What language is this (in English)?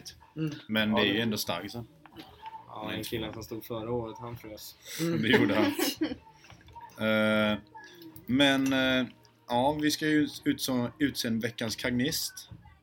Swedish